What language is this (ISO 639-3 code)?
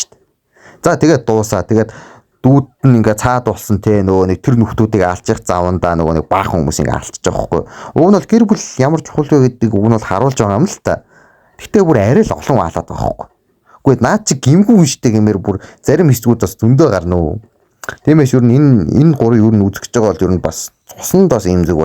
mon